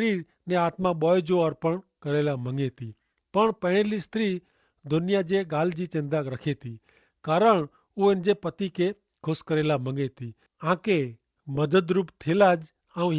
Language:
Kachhi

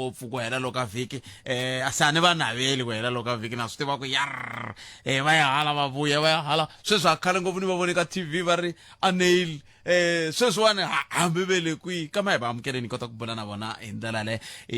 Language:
Tsonga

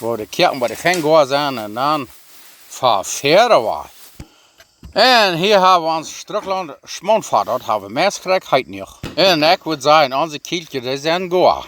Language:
Plautdietsch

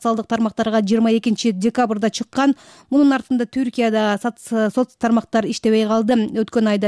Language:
Kyrgyz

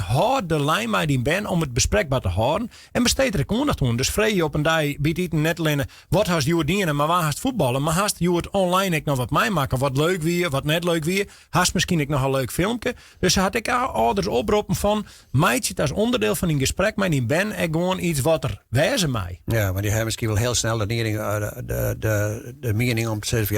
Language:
Western Frisian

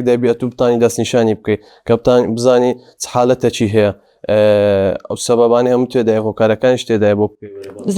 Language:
Central Kurdish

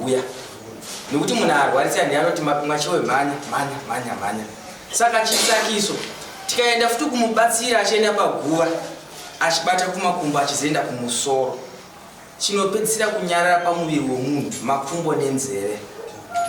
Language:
Shona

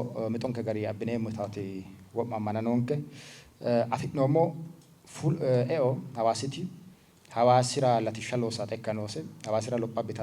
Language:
Sidamo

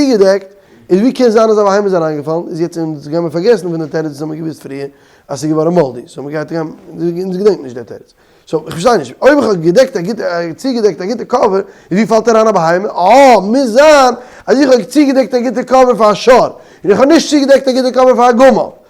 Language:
Yiddish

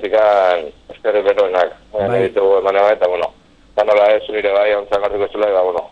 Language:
Basque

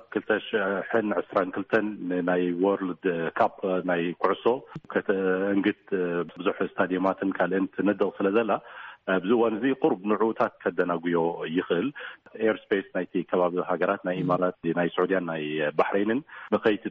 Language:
Tigrinya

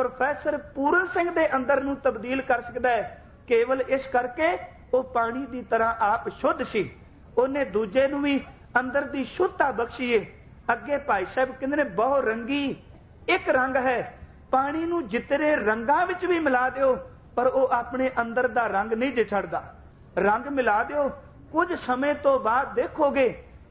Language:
Punjabi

